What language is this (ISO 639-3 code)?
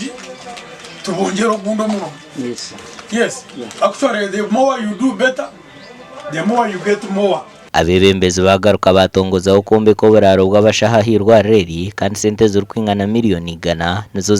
nyn